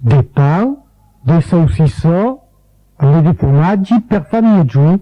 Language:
Occitan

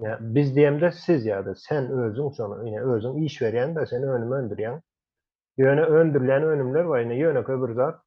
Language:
Turkmen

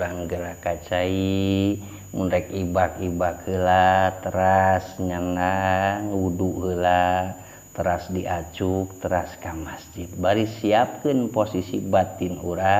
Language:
Sundanese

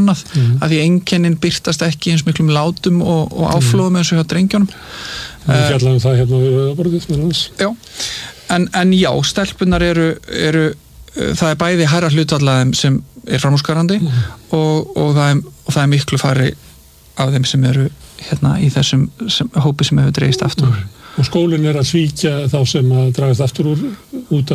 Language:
Icelandic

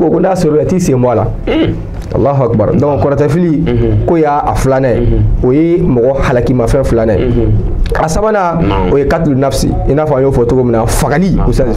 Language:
Bambara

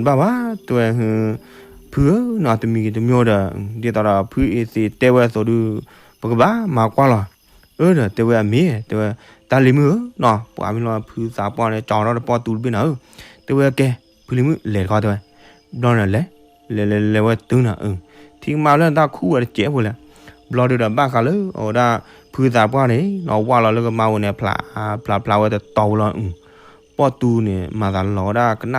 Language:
S'gaw Karen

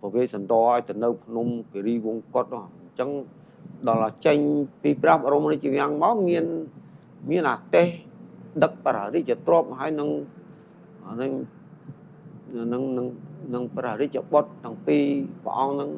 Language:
Khmer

